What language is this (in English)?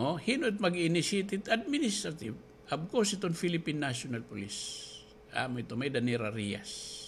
Waray